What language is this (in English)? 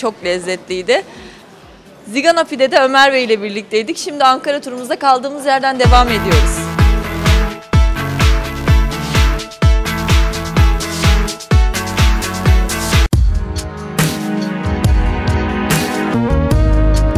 Turkish